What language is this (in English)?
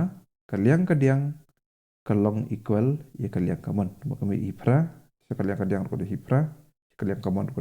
Khasi